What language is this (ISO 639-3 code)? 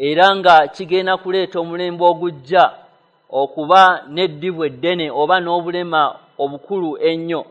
lug